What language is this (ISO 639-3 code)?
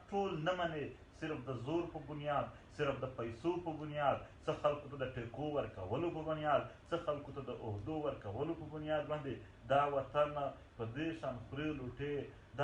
pus